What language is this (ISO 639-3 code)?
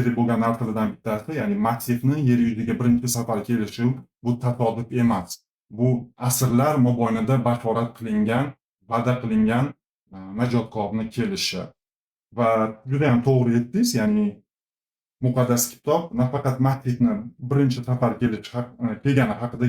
uzb